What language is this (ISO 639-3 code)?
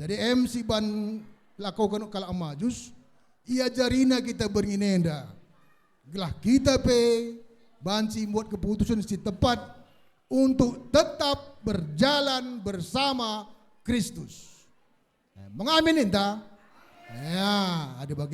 btx